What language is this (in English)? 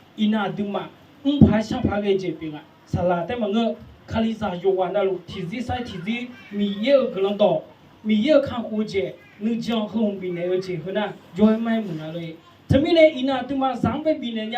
Akha